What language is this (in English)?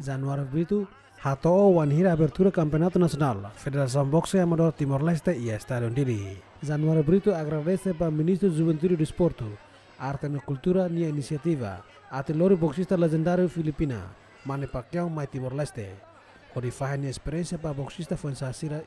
Tetum